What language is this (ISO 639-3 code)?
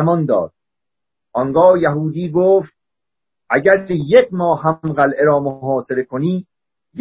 fas